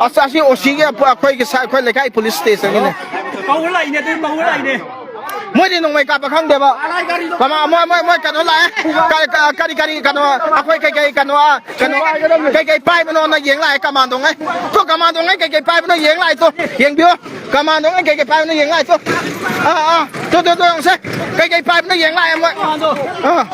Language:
Manipuri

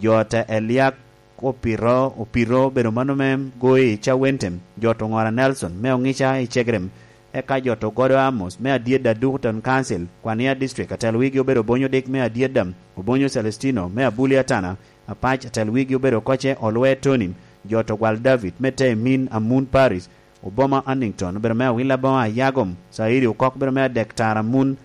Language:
Lango (Uganda)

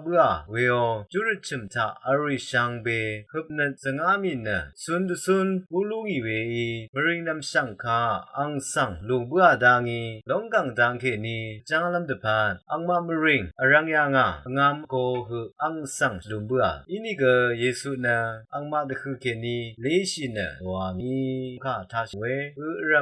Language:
Rawang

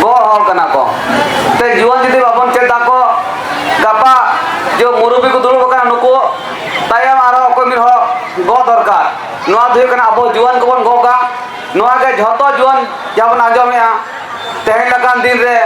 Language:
Santali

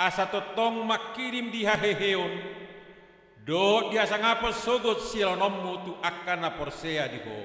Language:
Batak Toba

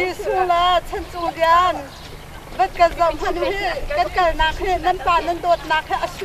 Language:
Hakha Chin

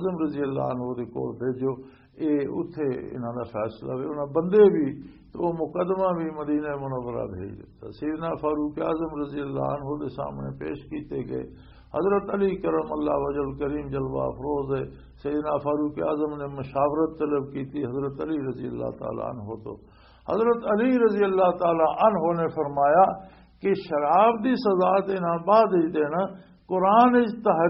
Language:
Western Panjabi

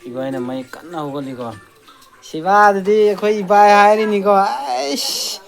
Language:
Manipuri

